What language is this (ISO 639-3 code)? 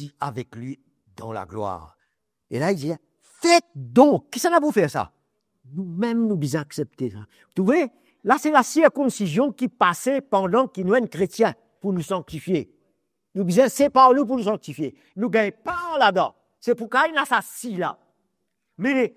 mfe